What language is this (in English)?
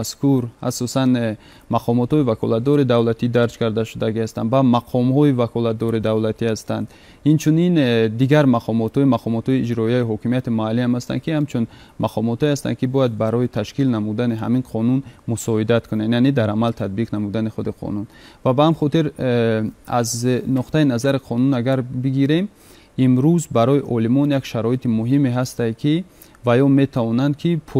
Tajik